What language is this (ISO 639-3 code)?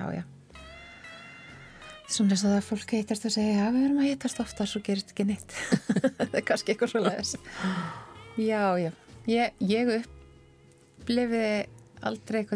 isl